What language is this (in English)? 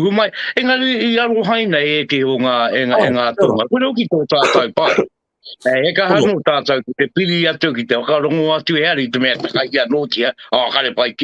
Māori